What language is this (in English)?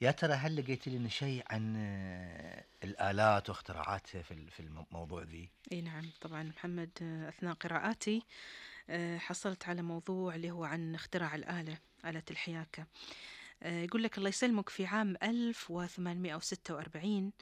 Gulf Arabic